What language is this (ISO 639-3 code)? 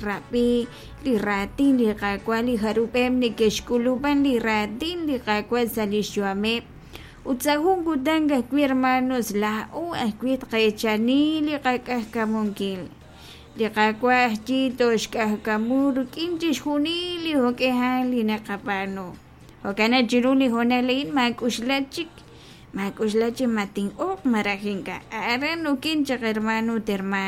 kek